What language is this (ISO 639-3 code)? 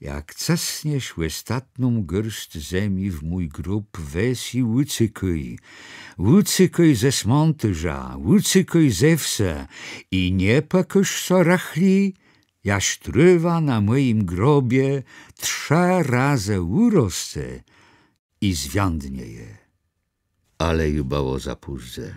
csb